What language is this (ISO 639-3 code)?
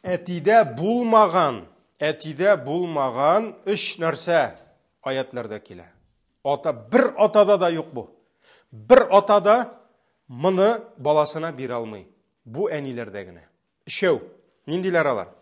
tat